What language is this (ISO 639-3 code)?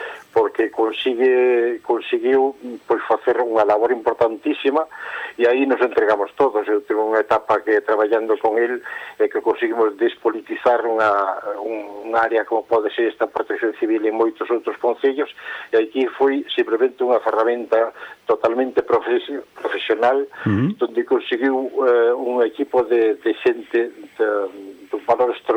glg